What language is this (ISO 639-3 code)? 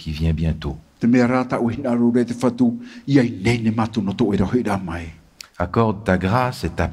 tah